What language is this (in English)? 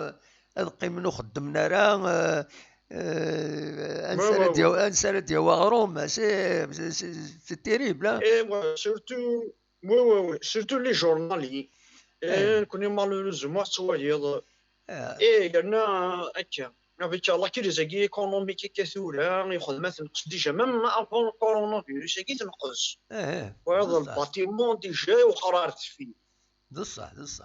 Kabyle